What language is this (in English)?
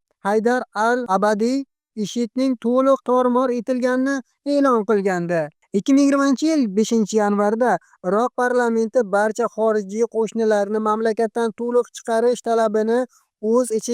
Uzbek